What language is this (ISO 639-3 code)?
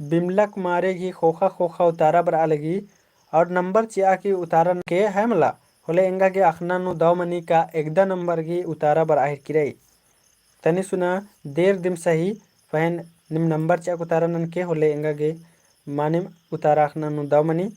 kru